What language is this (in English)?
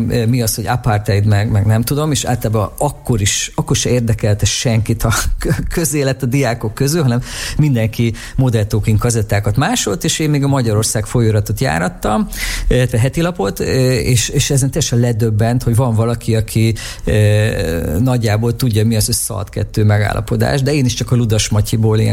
Hungarian